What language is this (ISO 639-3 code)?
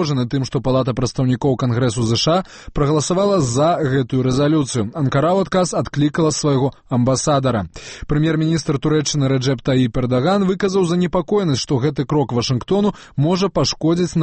bel